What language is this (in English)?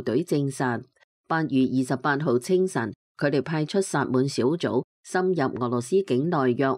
Cantonese